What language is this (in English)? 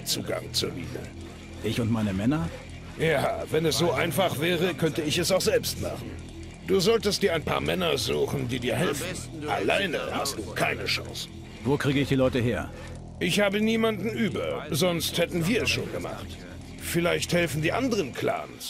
Bavarian